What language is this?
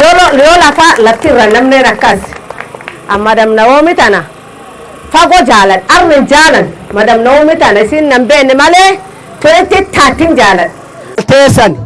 Oromo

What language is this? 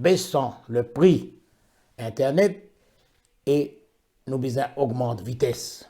Morisyen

